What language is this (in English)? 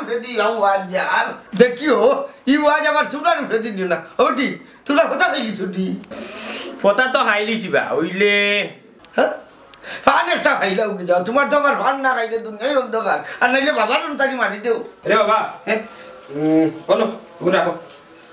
Sylheti